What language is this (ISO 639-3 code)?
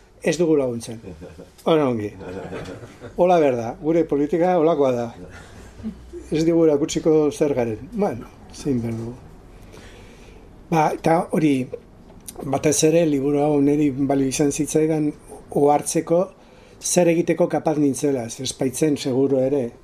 eus